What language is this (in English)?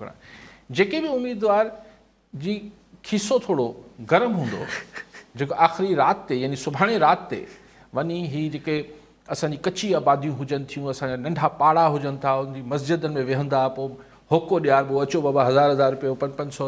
Sindhi